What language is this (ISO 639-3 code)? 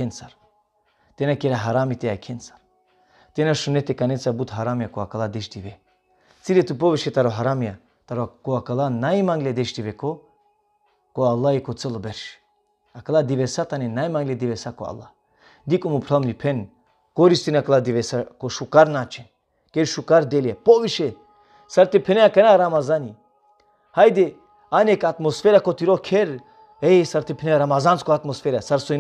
rmn